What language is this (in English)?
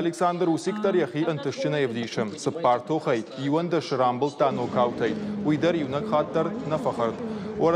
Ossetic